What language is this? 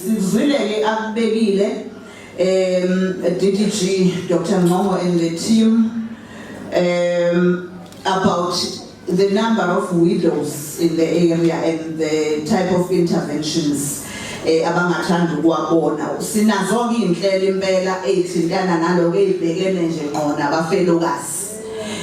Zulu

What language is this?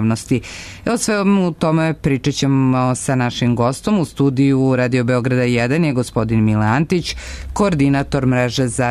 Serbian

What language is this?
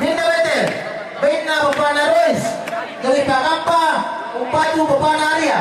Toraja-Sa'dan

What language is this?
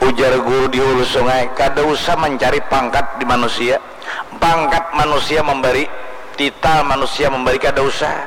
Banjar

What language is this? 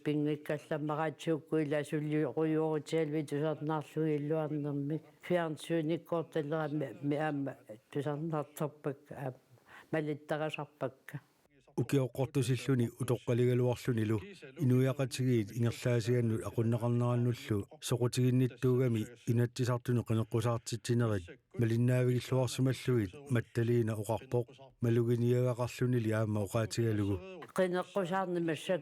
Kalaallisut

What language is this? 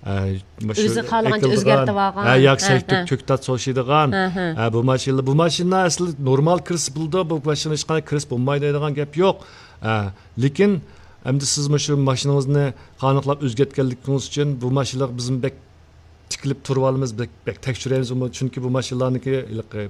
Uyghur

